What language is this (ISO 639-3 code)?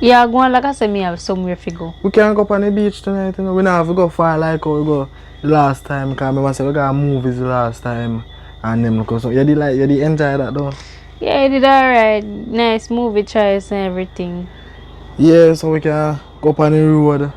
jam